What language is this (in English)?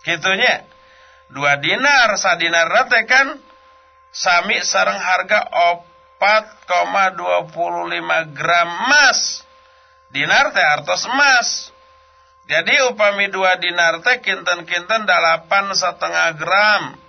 Sundanese